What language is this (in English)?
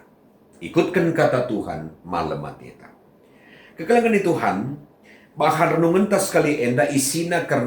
Batak Karo